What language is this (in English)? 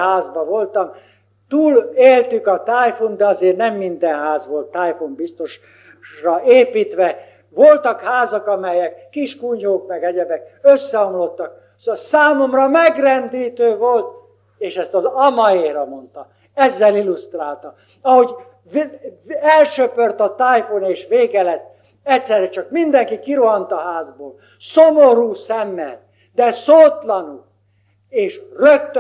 Hungarian